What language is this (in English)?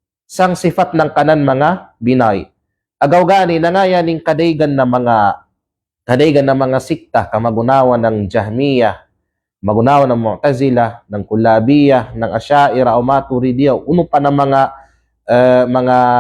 Kalagan